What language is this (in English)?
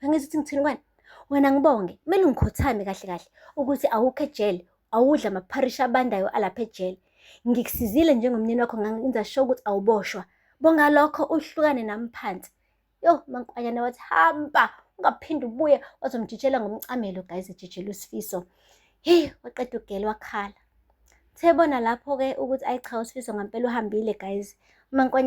Zulu